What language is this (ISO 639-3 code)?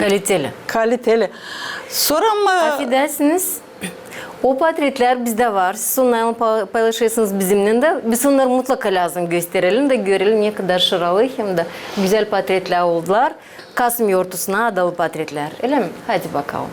gag